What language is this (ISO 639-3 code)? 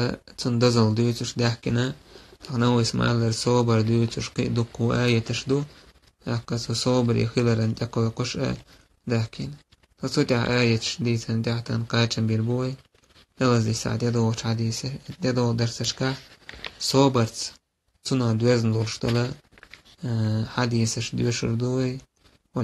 che